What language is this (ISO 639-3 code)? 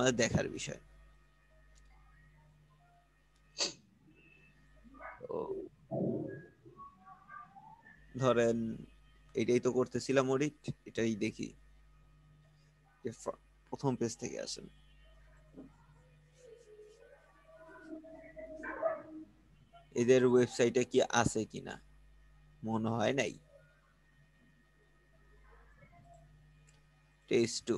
ben